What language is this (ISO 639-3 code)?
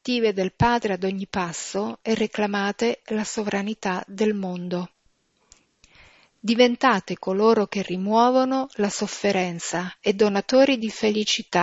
ita